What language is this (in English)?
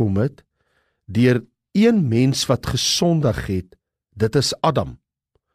Afrikaans